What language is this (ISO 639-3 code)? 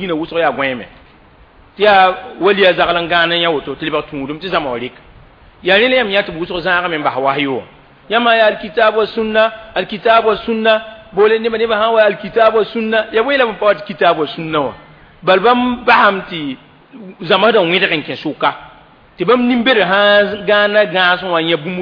mos